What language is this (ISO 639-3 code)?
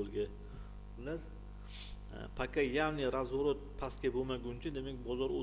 uzb